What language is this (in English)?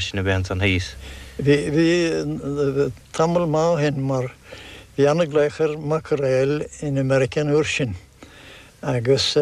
Irish